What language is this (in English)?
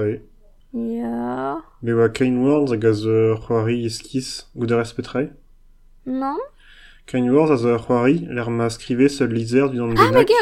Breton